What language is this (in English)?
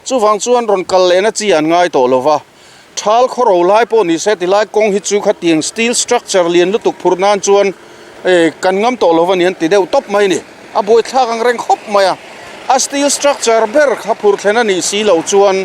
Mizo